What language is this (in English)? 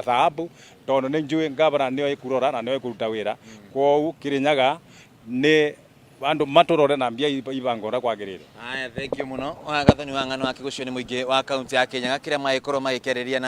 Kikuyu